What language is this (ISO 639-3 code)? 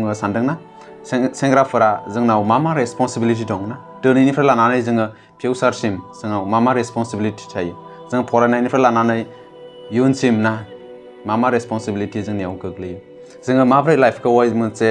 brx